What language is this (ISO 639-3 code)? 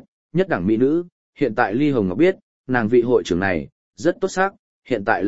vie